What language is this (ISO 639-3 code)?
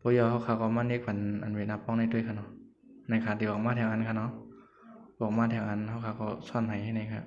shn